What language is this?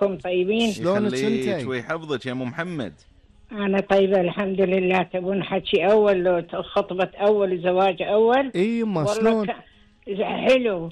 Gulf Arabic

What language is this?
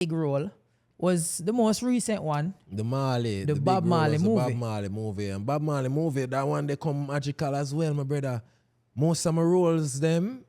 Jamaican Creole English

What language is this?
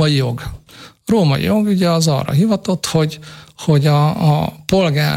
Hungarian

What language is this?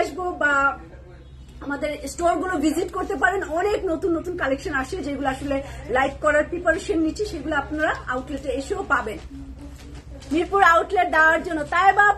Bangla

